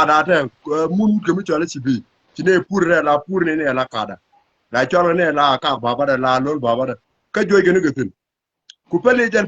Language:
Nuer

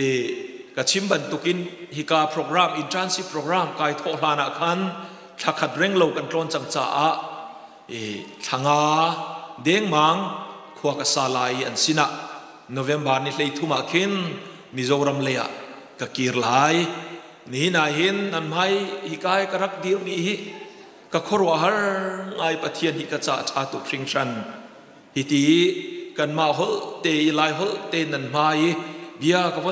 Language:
Hakha Chin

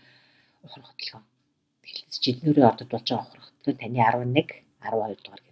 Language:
Mongolian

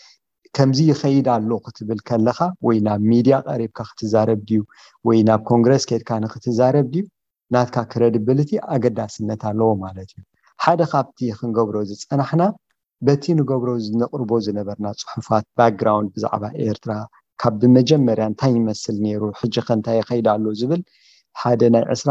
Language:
Tigrinya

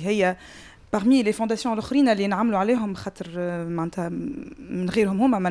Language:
Tunisian Arabic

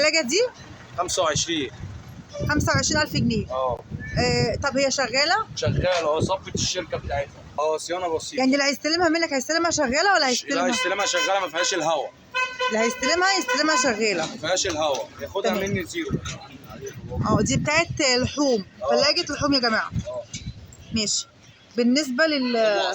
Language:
Egyptian Arabic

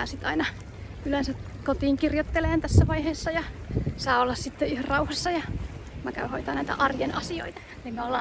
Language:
Finnish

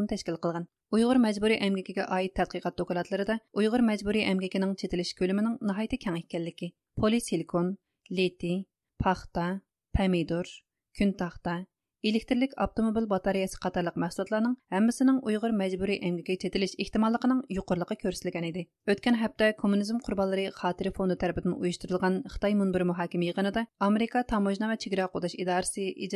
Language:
Uyghur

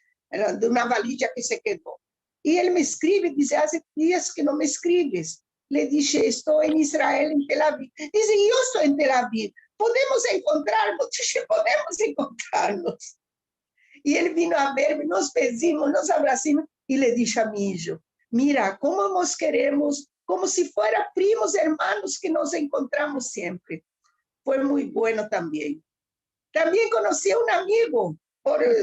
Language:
Ladino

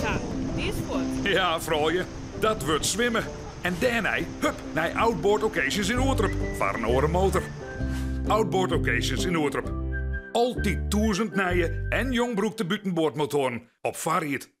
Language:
Western Frisian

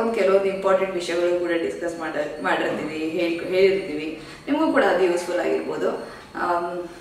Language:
Kannada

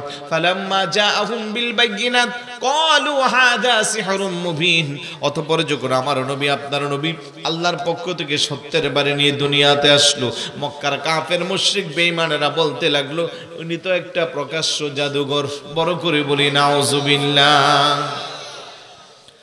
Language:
Bangla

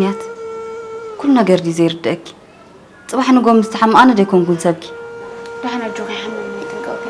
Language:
Tigrinya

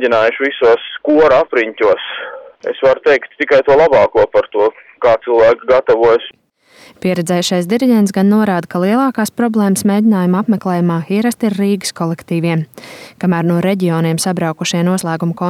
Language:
Latvian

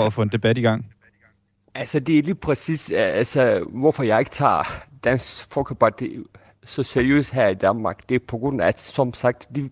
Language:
Danish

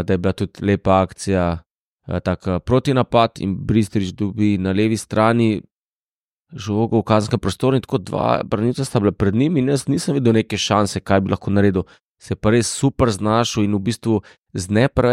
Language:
Slovenian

